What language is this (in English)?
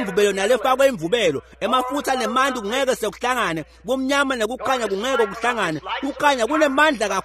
Swati